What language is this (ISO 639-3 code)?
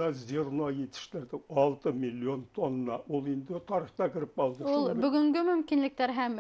bak